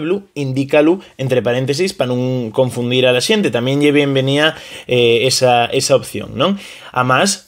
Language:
Asturian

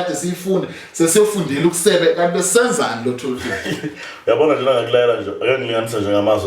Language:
Zulu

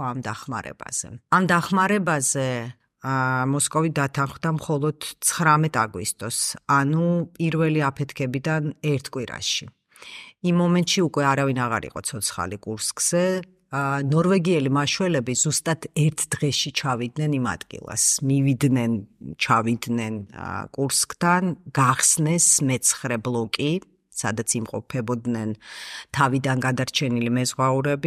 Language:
Georgian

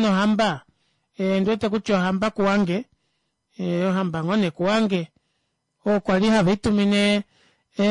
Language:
Kuanyama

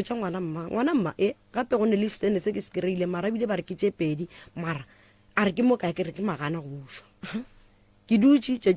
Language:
Northern Sotho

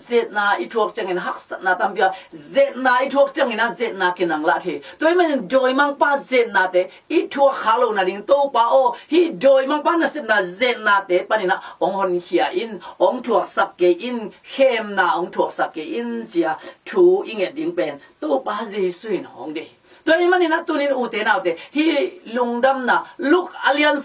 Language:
Tedim Chin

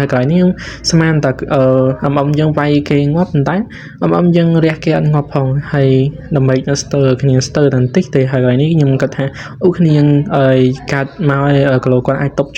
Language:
Khmer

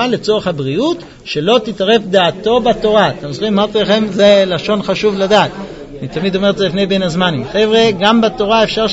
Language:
Hebrew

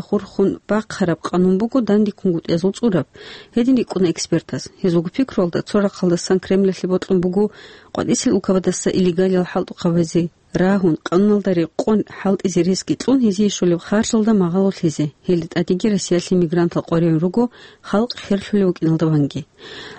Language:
Avaric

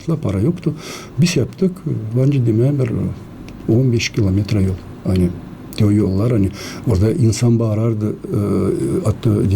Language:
Gagauz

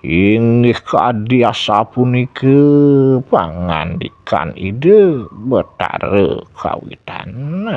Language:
Balinese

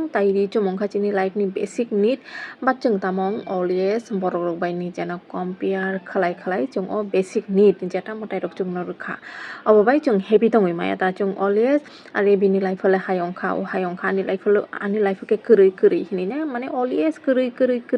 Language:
Kok Borok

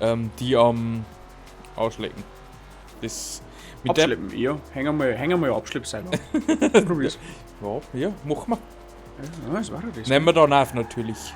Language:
Bavarian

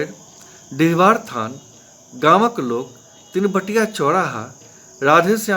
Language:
Maithili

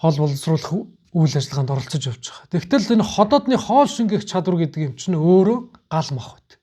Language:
Mongolian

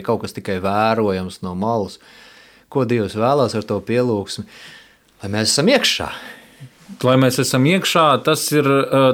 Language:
Latvian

